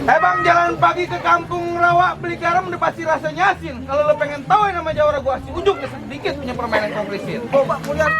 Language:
Betawi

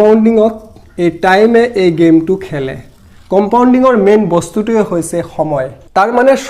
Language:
Assamese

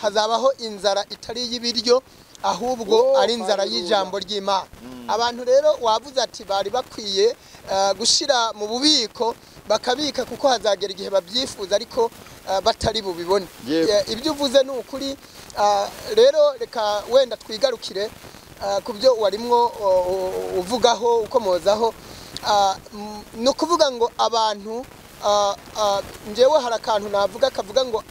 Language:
Kinyarwanda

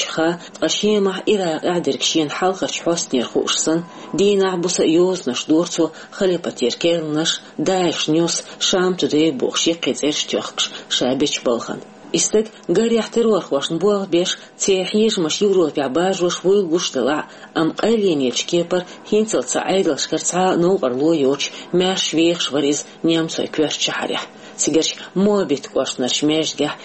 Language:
Chechen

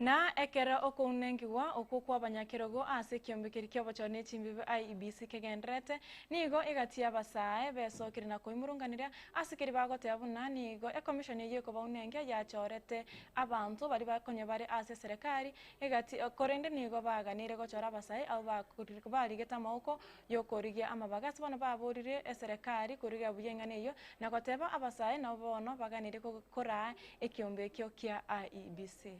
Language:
Gusii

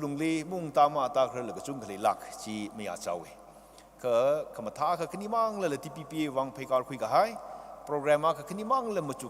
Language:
Tangkhul Naga (India)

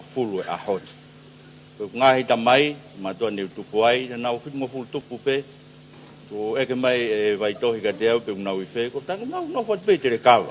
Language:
Tongan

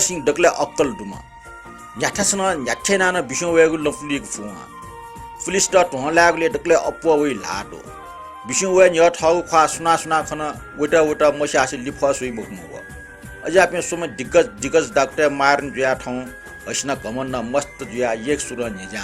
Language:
Newari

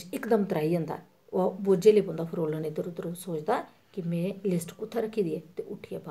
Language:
Dogri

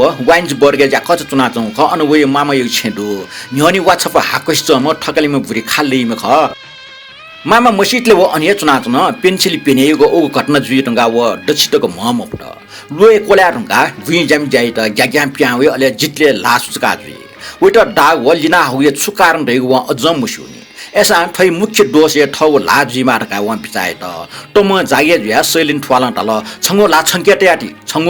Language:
Newari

